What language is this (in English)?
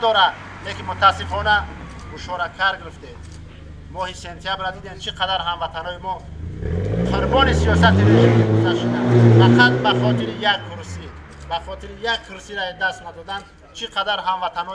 Tajik